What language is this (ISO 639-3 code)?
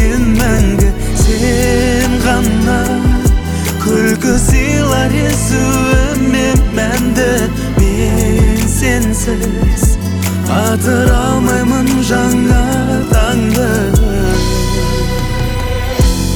kaz